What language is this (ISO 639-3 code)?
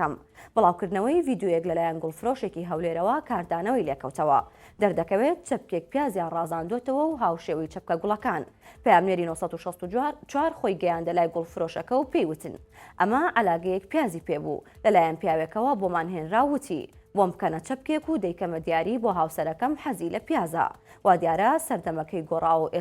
ckb